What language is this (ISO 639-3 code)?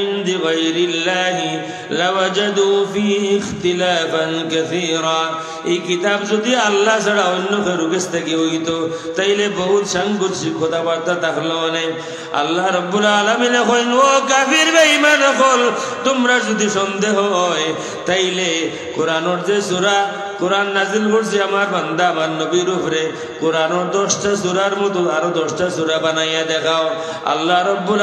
syl